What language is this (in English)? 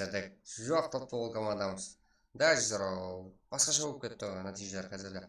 Kara-Kalpak